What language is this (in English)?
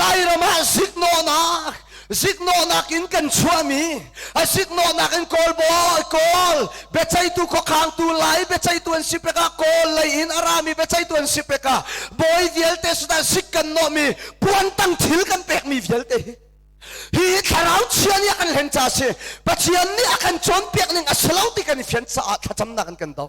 Hakha Chin